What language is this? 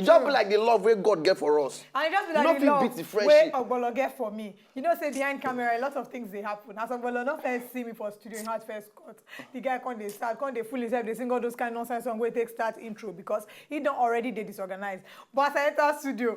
Nigerian Pidgin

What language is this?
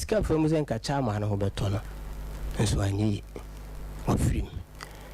Akan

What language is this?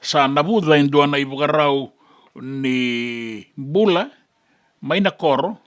Fijian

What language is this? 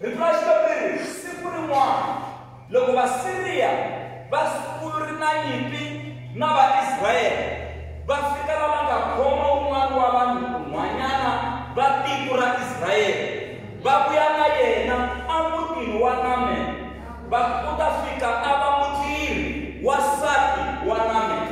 Tsonga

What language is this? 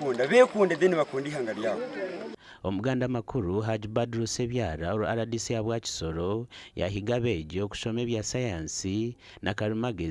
Nyankole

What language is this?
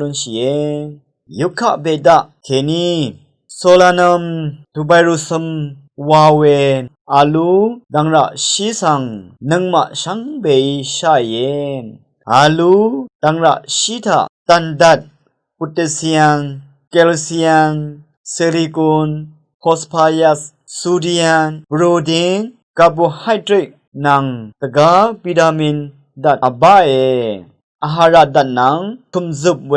Rawang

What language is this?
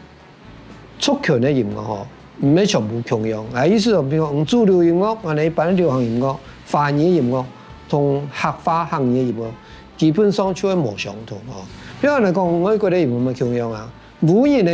Hakka Chinese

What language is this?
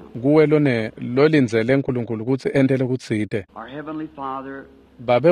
Swati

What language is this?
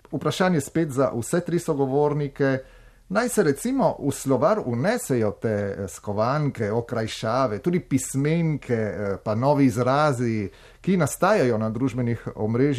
Slovenian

